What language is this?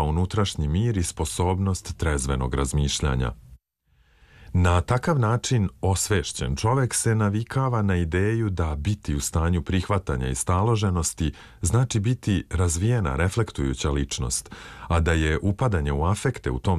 Serbian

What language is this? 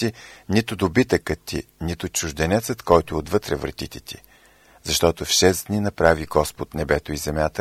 Bulgarian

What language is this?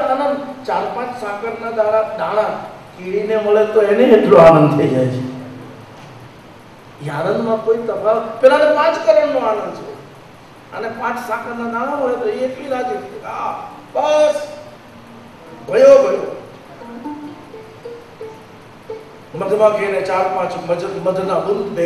Gujarati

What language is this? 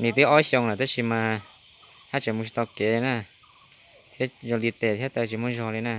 Hmong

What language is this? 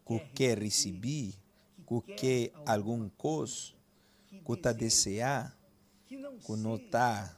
Papiamento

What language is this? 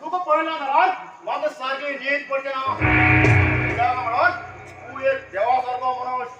Konkani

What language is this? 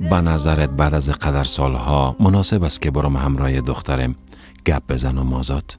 Persian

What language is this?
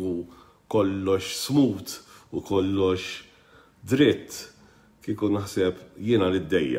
Maltese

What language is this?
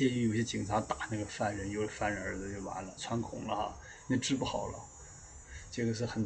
Chinese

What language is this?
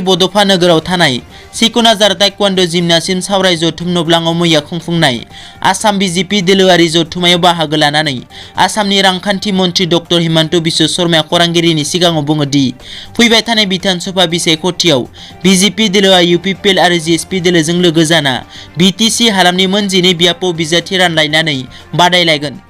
Bodo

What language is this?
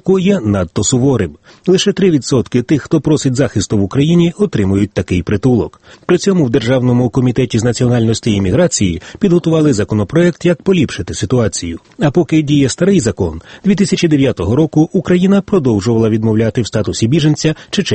Ukrainian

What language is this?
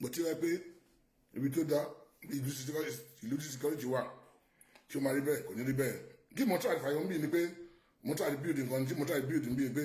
Yoruba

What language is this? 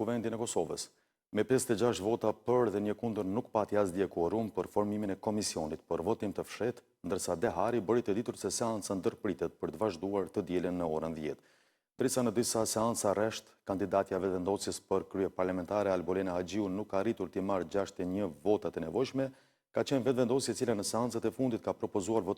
Albanian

